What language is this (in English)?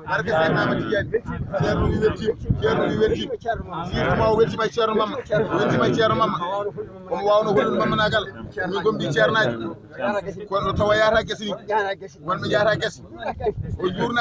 Fula